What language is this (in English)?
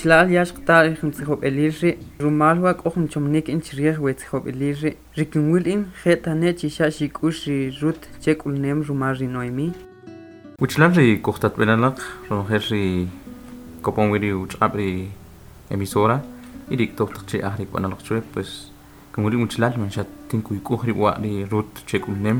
Kʼicheʼ